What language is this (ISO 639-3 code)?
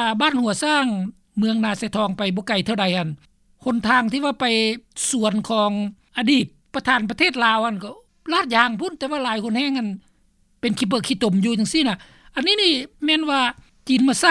lao